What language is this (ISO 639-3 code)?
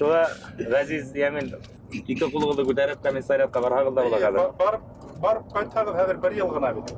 bak